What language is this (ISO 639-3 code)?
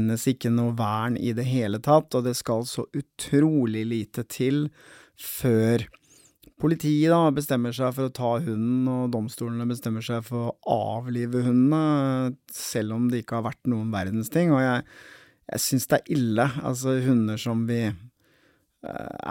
nor